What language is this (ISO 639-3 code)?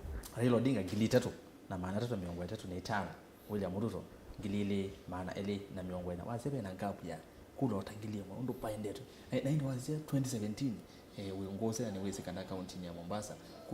kam